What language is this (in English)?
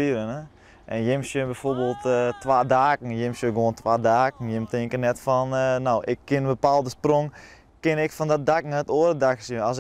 Western Frisian